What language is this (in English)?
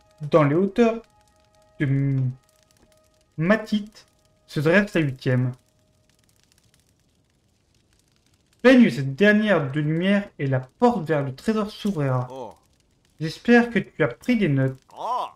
French